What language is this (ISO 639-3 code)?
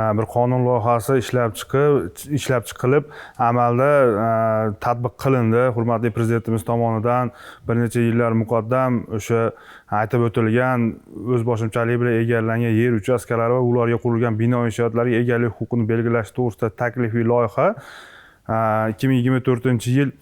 uzb